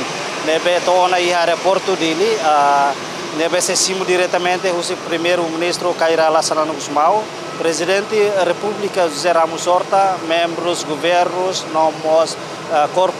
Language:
Tetum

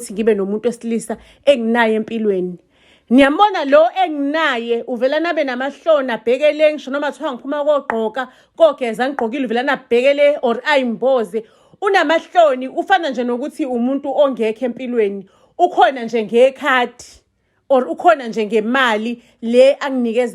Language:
Zulu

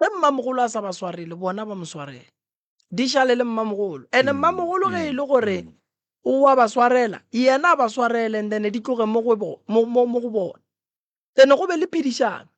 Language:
Northern Sotho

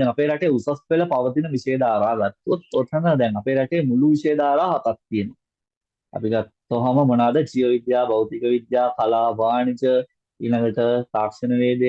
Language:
Sinhala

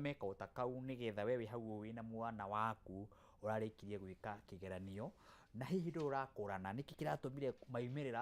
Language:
Kikuyu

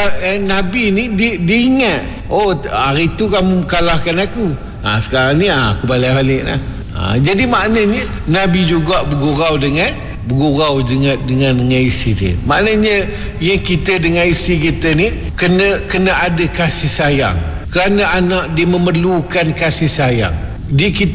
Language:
Malay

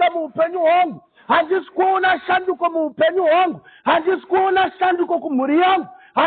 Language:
Shona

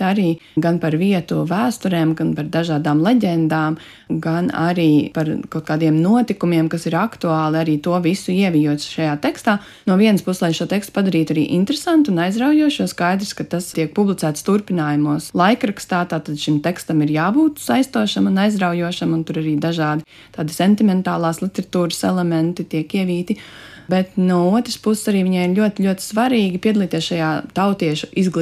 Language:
Latvian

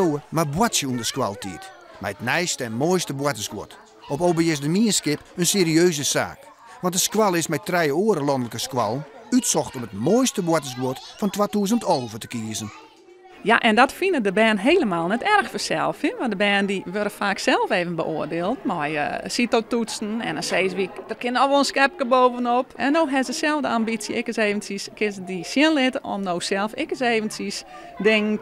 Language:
Western Frisian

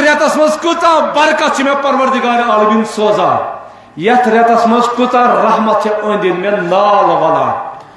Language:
Kashmiri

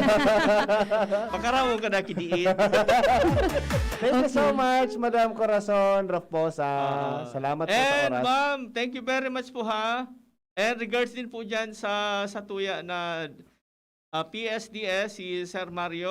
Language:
Bikol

